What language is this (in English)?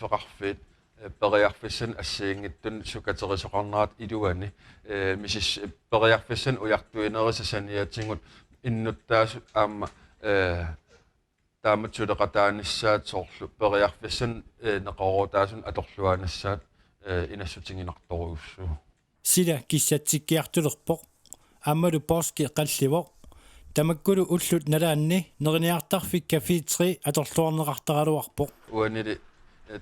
Kalaallisut